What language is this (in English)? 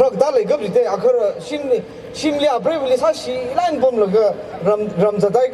Tangkhul Naga (India)